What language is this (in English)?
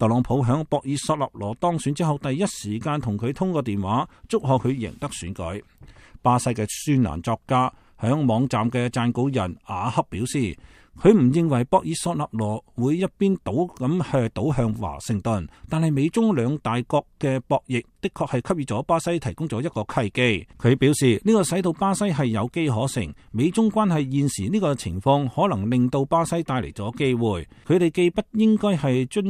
Cantonese